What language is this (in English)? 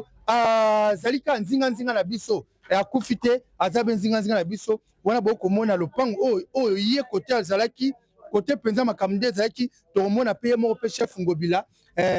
Lingala